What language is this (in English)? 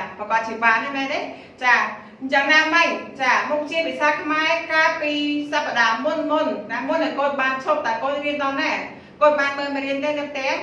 Khmer